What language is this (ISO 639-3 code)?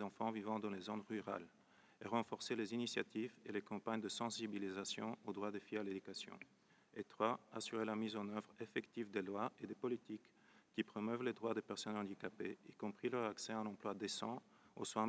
fra